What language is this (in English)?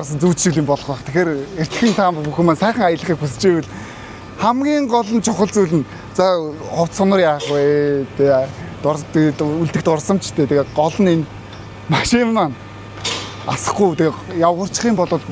Mongolian